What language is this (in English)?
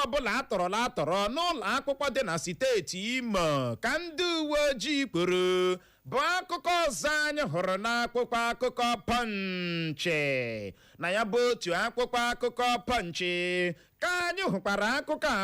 Igbo